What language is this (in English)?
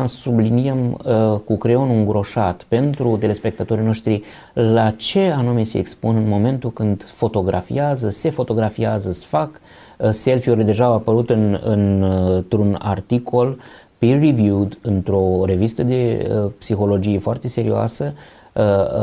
Romanian